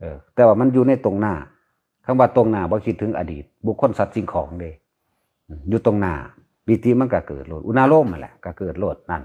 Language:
Lao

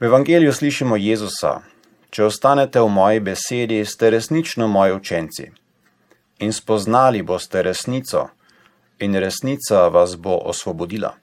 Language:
Slovenian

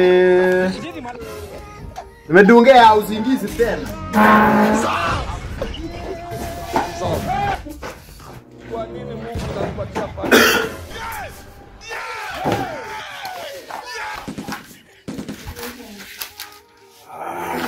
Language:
Swahili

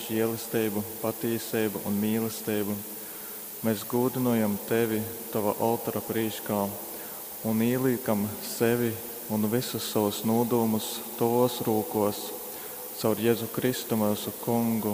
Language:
Latgalian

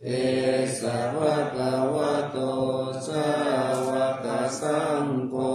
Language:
Pali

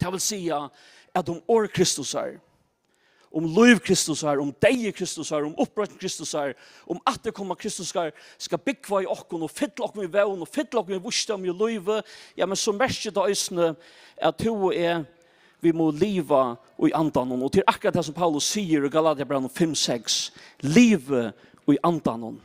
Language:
Faroese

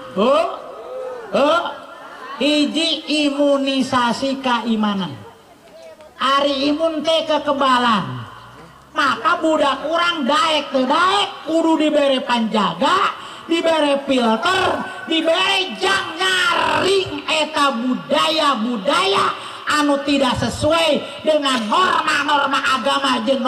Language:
Sundanese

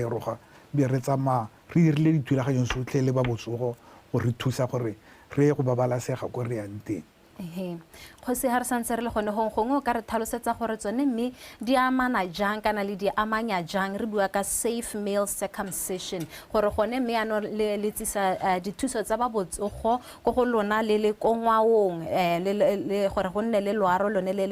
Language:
Tswana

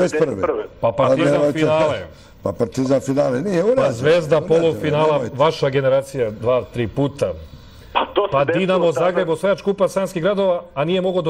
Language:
Serbian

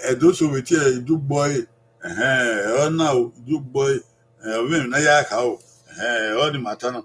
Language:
Bini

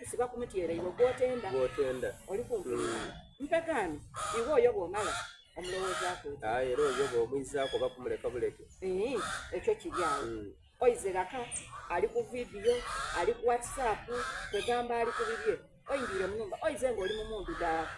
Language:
Soga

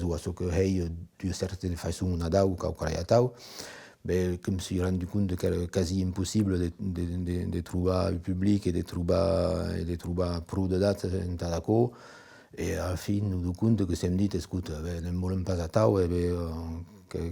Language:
Occitan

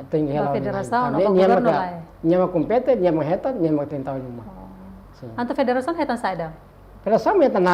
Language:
Tetum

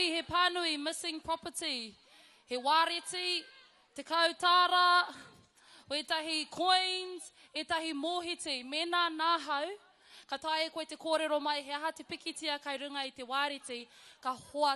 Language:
Māori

